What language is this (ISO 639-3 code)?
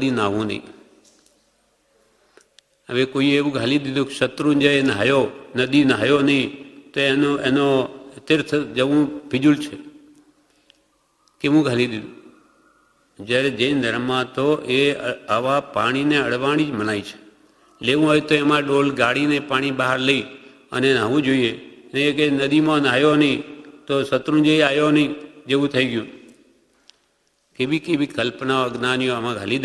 guj